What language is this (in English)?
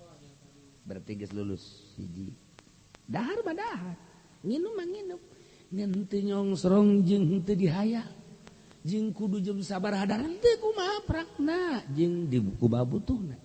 Sundanese